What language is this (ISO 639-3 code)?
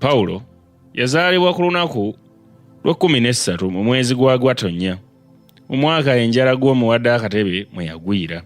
lug